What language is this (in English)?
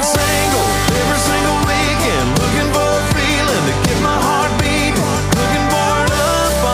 English